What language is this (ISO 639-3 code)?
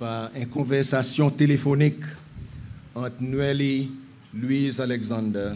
crs